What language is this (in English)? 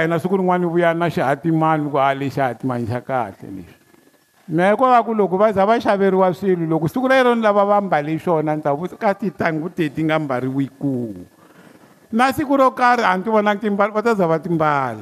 Tsonga